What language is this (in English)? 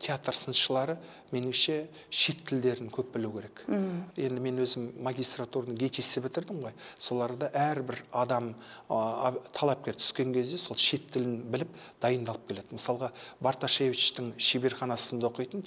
Kazakh